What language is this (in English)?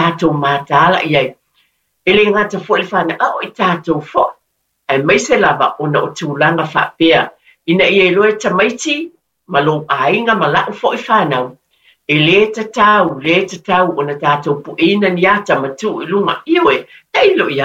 Samoan